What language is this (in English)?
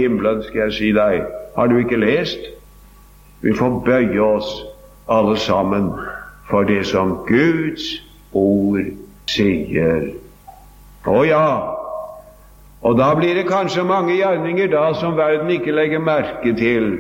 Norwegian